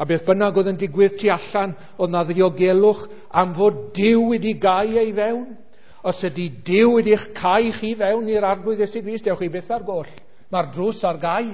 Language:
Welsh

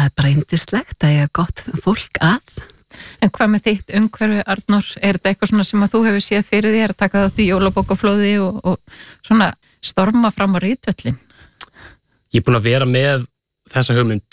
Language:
Icelandic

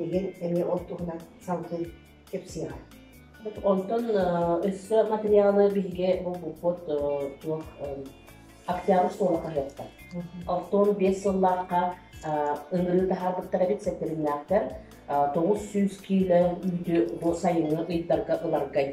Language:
Yakut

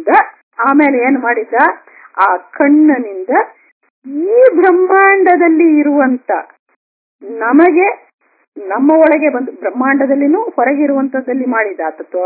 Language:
Kannada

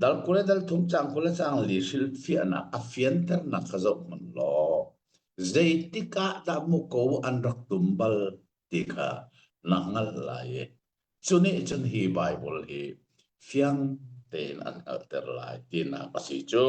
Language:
Hakha Chin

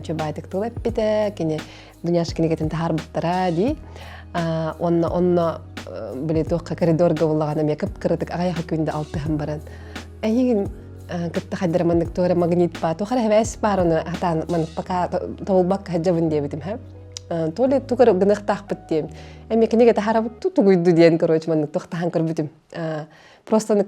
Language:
Yakut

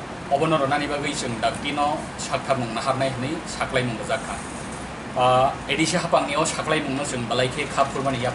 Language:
Kok Borok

